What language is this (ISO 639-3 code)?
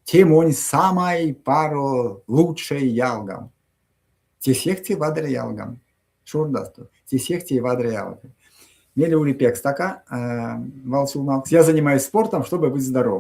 myv